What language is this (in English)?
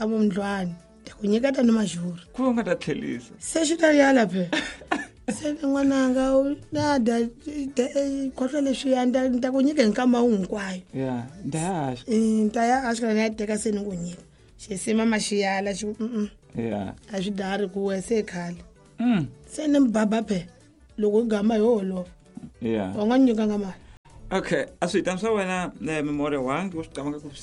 Tsonga